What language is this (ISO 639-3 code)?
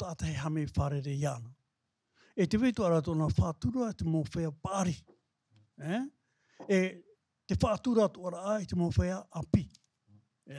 tah